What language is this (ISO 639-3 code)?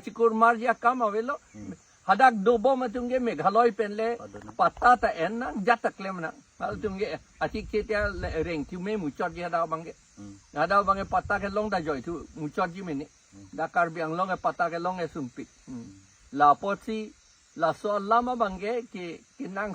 mjw